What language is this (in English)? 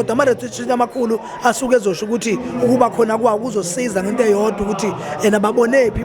Zulu